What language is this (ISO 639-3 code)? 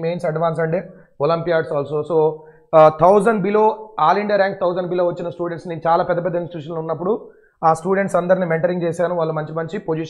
tel